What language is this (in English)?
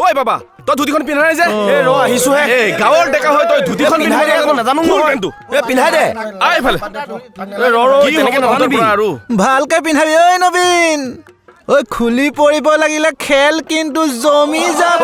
Assamese